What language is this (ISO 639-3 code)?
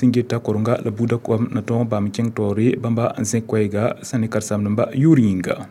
mos